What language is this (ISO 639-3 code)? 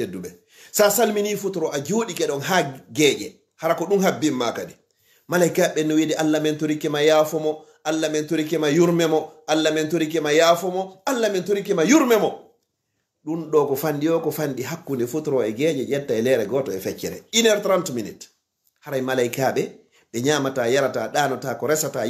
ful